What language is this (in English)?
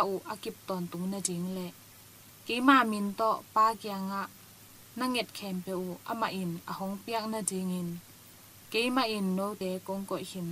Tedim Chin